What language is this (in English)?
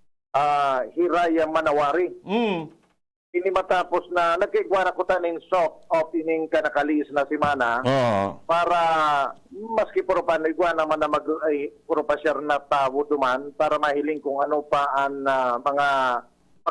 Bikol